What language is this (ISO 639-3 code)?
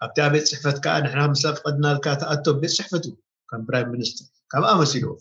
tir